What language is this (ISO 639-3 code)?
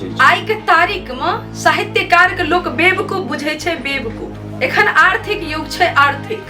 mai